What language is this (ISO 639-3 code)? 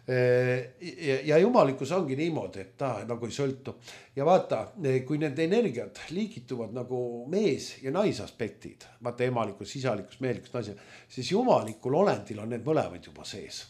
est